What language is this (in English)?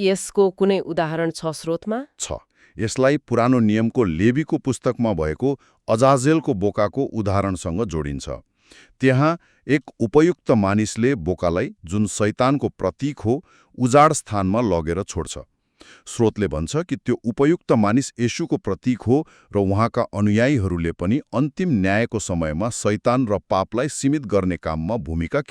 Nepali